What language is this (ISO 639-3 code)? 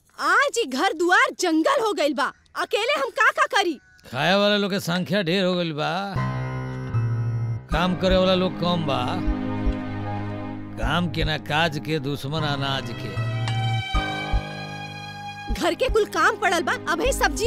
bho